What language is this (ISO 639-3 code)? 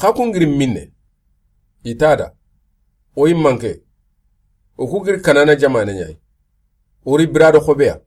snk